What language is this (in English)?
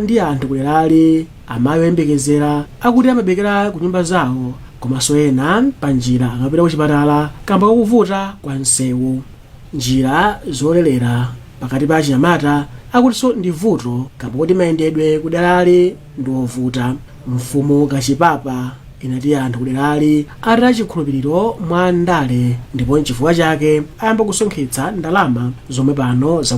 Nyanja